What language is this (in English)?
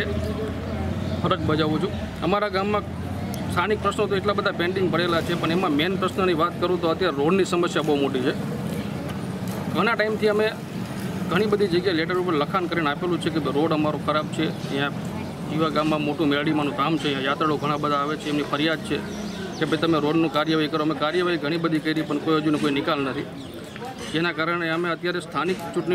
Gujarati